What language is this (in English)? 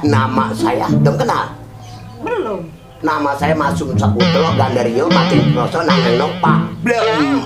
Betawi